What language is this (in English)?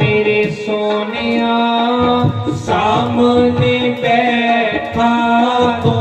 Dogri